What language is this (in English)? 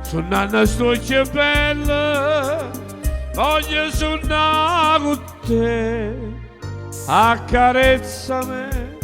Neapolitan